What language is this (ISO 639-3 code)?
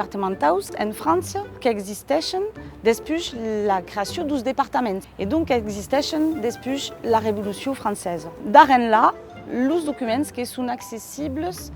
oci